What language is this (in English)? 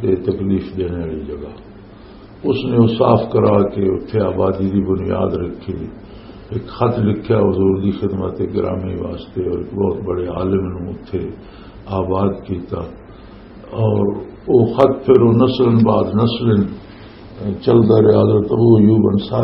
Western Panjabi